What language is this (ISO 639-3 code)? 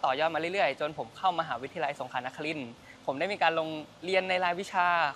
tha